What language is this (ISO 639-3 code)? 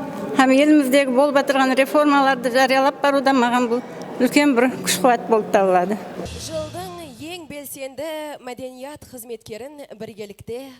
kaa